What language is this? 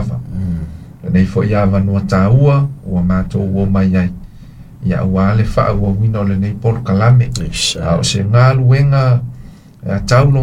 Samoan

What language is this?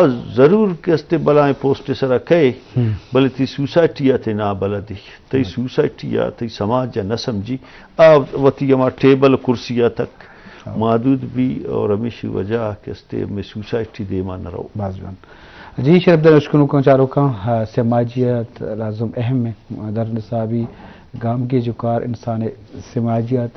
Eastern Balochi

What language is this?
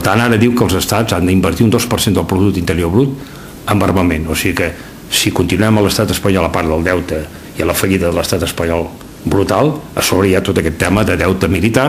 Catalan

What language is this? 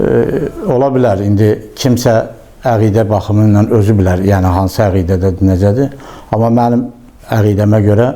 Azerbaijani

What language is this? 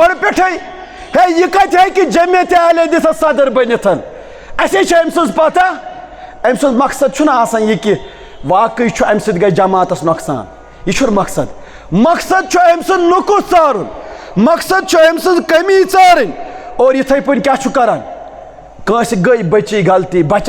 Kashmiri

